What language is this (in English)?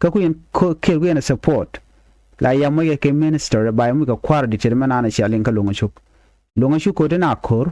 Nuer